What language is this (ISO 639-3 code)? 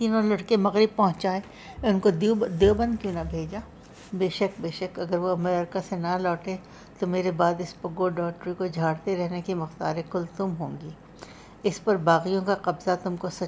urd